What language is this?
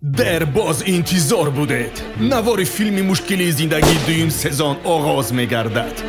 Tajik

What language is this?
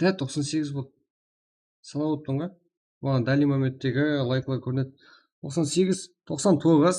Kara-Kalpak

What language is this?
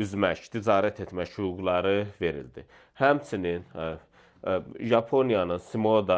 Azerbaijani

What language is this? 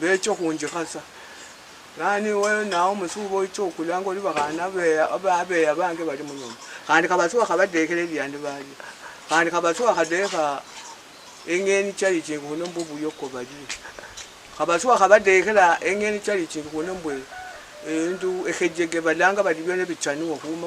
Luyia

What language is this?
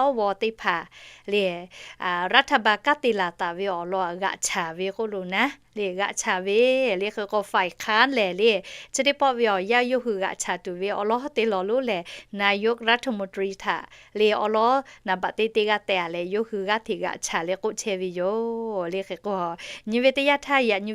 Lahu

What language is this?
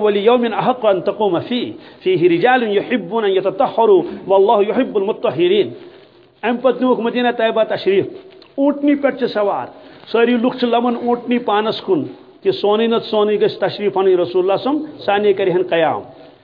Kashmiri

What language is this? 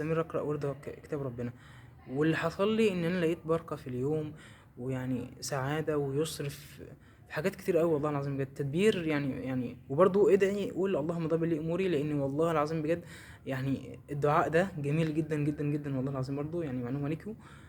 Egyptian Arabic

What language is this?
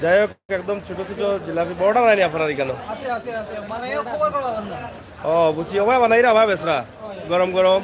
Sylheti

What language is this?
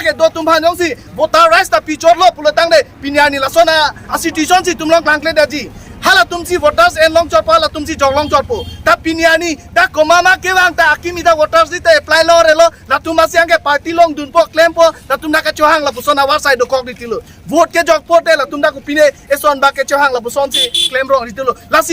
Karbi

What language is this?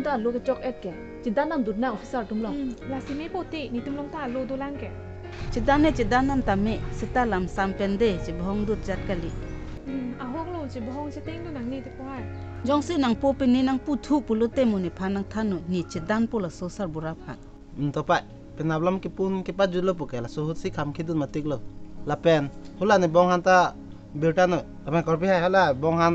Karbi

